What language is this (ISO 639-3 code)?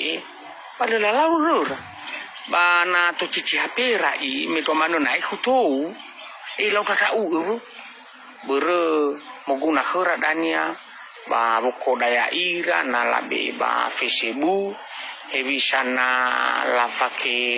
nia